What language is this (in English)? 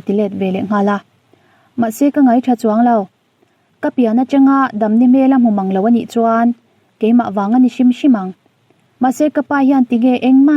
Mizo